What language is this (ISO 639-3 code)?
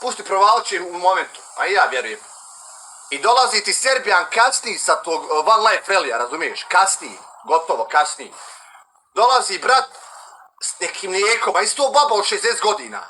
bos